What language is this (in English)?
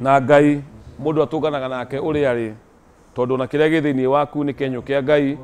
Kikuyu